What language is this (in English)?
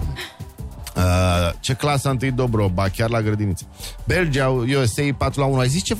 Romanian